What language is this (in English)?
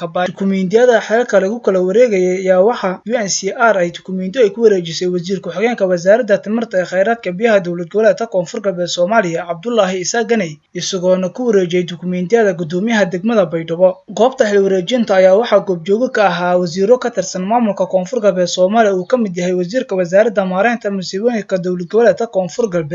Somali